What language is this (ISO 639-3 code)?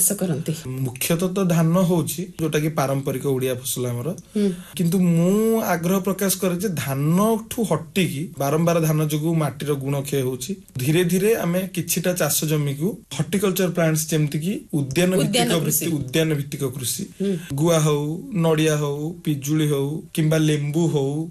ori